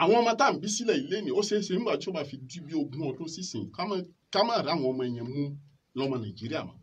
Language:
Yoruba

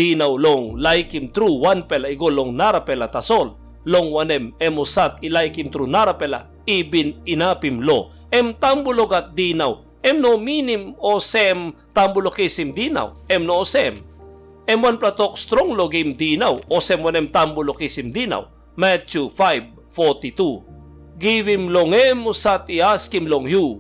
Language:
Tok Pisin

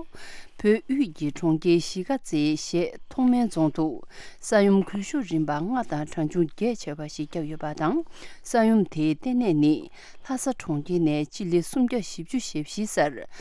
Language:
Tibetan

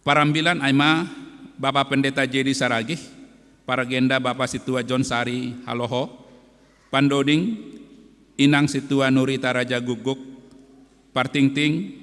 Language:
Batak Simalungun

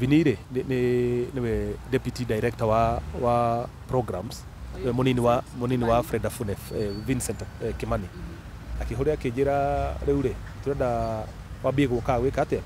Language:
Kikuyu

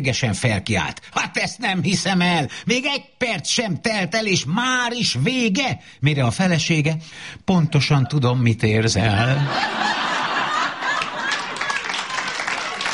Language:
Hungarian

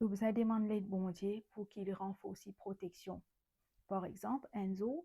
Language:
Morisyen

